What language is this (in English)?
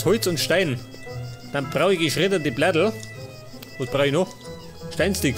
Bavarian